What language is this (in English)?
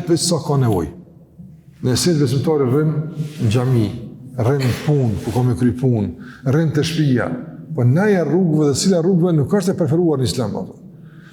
Albanian